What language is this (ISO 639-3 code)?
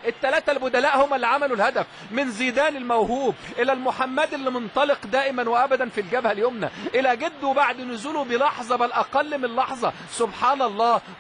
arz